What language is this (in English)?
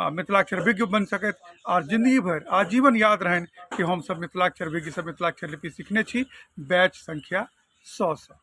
Maithili